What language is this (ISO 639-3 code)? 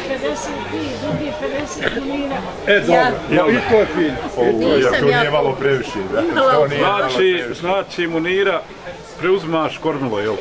bos